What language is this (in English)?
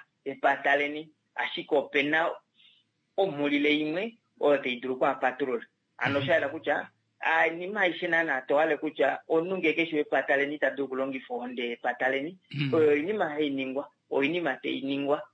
Kuanyama